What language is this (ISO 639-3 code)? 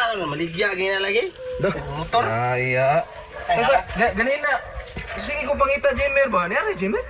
ceb